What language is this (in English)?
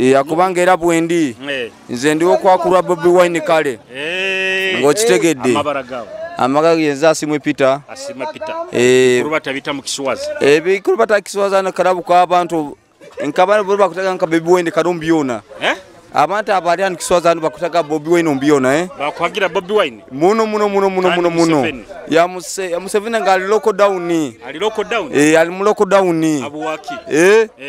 Nyoro